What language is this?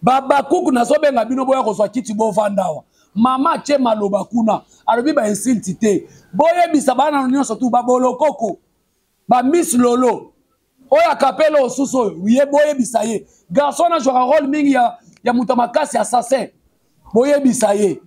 Lingala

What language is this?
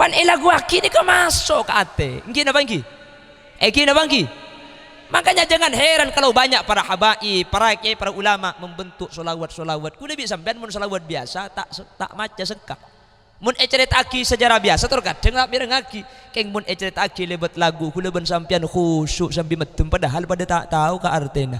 Madurese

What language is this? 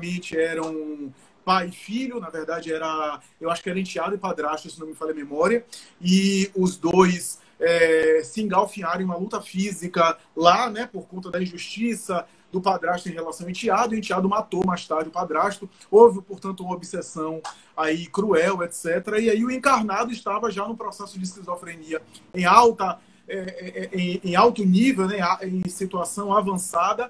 Portuguese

